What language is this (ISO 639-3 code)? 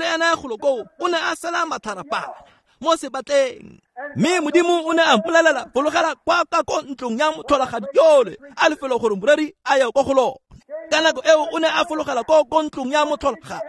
tsn